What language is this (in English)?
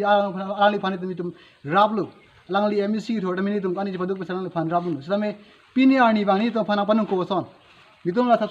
Karbi